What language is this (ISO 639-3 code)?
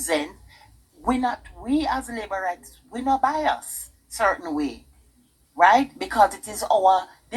jam